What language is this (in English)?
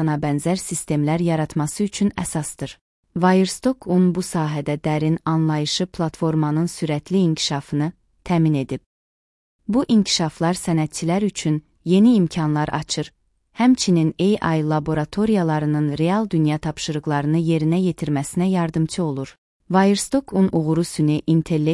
Azerbaijani